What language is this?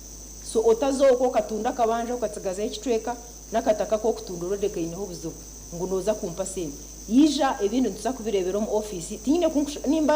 Nyankole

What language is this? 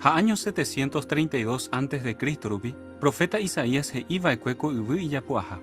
Guarani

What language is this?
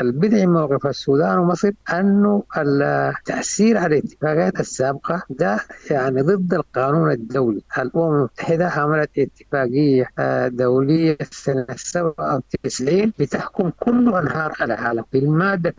Sudanese Arabic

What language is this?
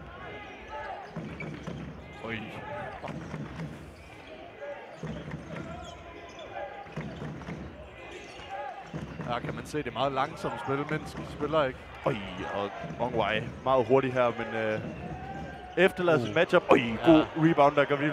Danish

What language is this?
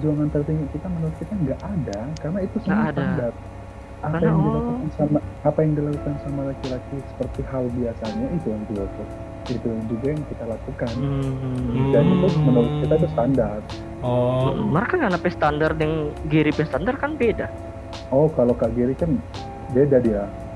Manado Malay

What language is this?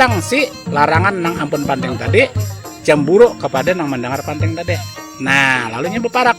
Banjar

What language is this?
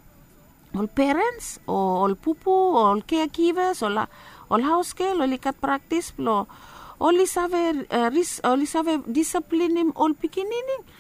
Bislama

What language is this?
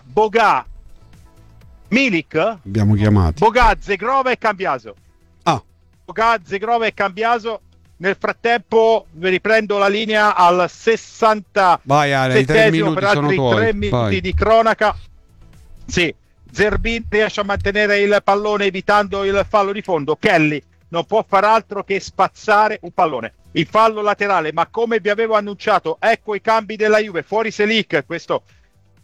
Italian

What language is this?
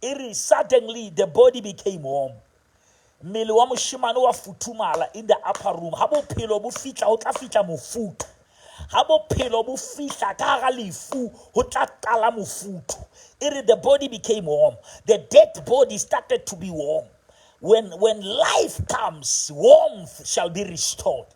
Southern Sotho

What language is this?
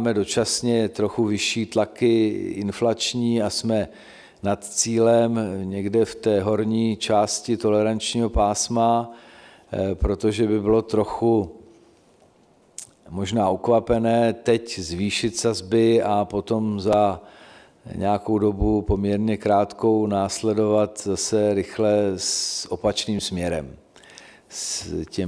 Czech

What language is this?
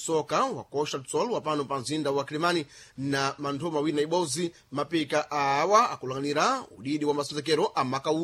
Sena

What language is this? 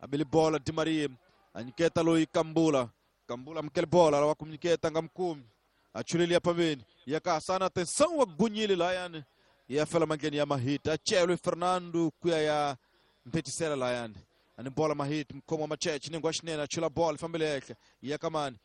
Tsonga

